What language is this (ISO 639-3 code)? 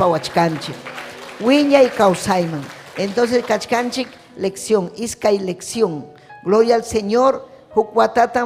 quy